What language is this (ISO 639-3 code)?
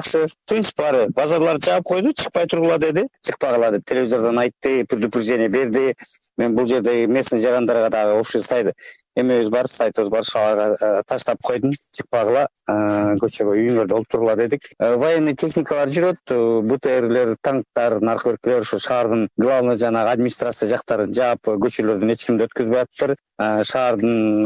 kir